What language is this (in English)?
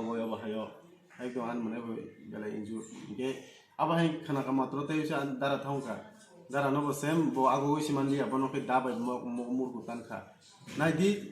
Kok Borok